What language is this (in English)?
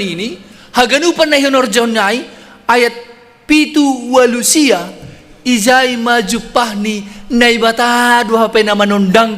Batak Simalungun